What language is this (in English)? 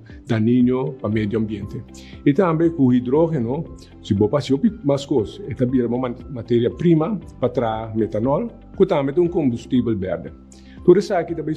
Papiamento